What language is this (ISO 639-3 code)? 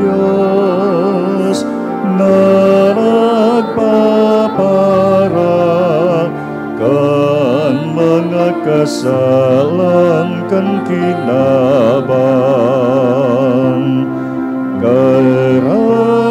bik